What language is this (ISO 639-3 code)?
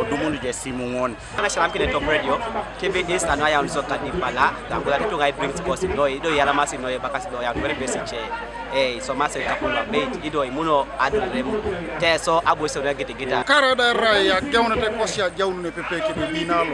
teo